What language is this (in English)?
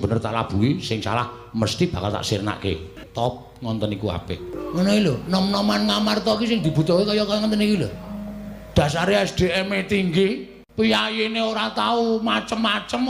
Javanese